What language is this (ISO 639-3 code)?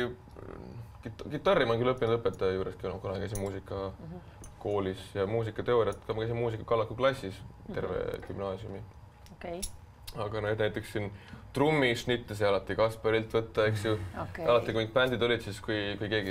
est